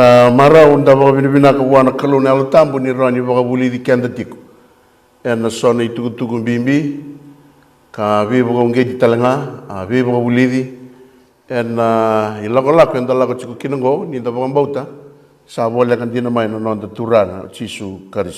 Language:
Fijian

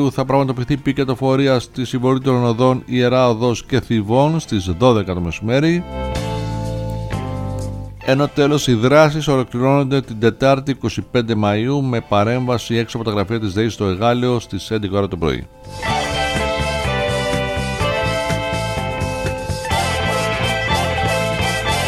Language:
Greek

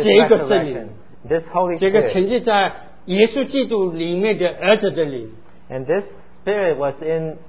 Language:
Chinese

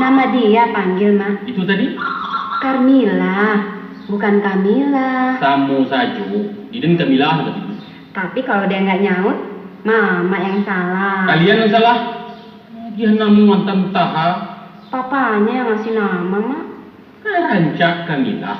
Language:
Minangkabau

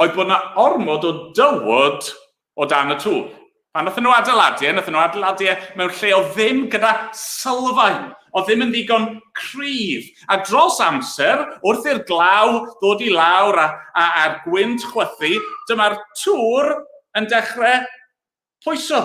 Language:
Welsh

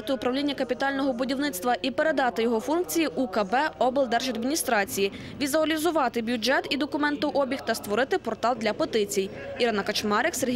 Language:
Ukrainian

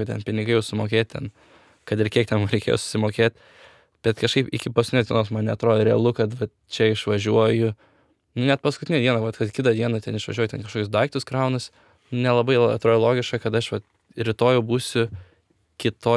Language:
Lithuanian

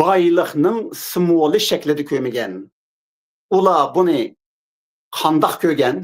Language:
Uyghur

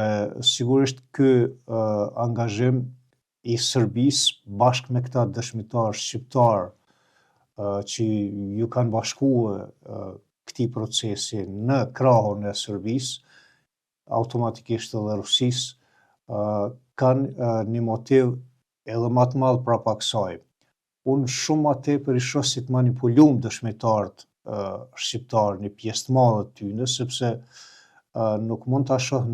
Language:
Albanian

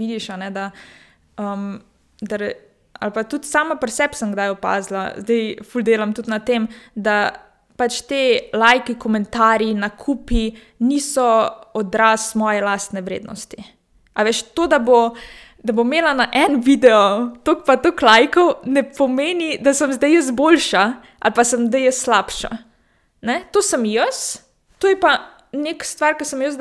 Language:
Slovenian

